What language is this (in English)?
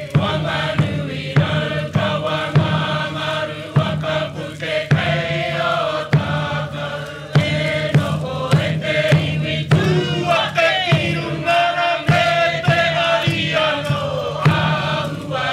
Māori